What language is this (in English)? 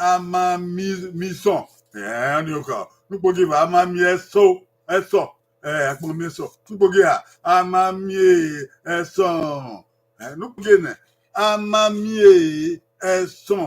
Bini